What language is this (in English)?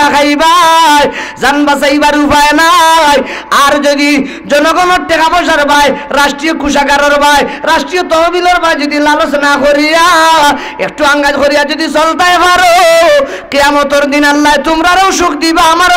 Sylheti